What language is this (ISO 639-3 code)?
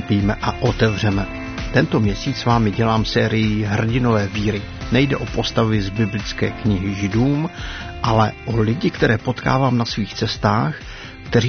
ces